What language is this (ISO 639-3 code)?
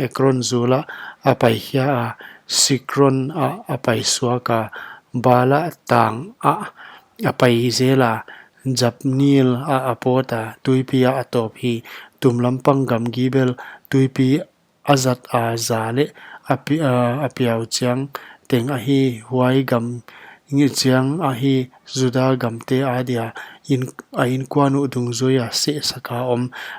pck